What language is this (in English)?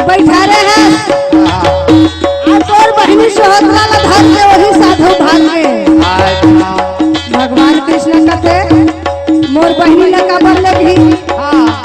Chhattisgarhi